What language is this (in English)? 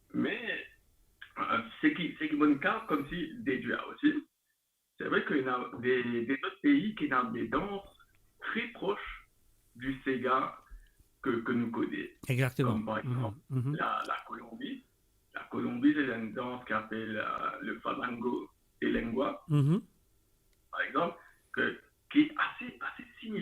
Morisyen